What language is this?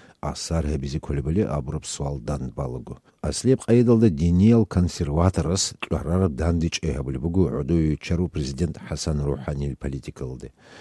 Avaric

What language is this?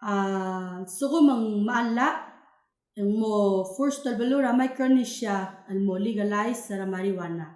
Palauan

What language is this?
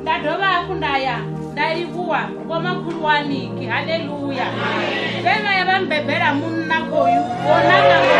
Venda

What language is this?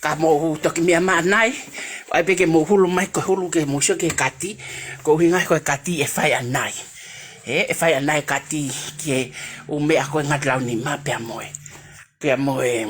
Tongan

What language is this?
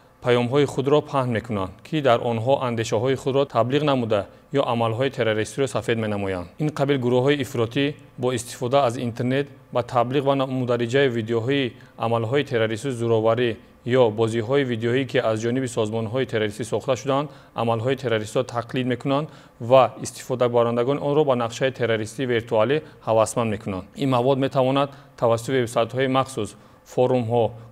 Tajik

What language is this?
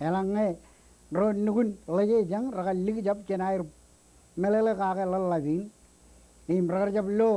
Marshallese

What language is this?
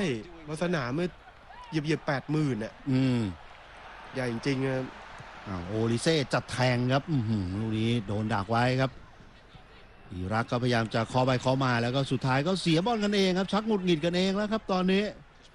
Thai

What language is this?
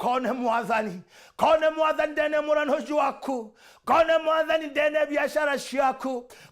Meru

